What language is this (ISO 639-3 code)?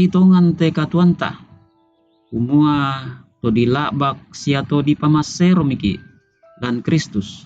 sda